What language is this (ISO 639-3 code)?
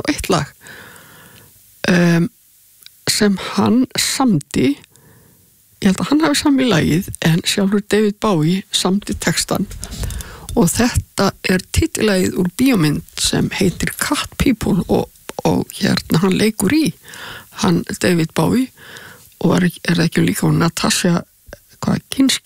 isl